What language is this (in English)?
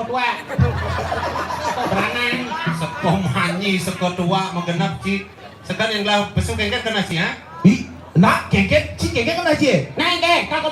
Balinese